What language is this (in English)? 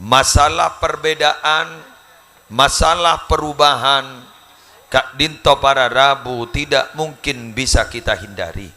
Madurese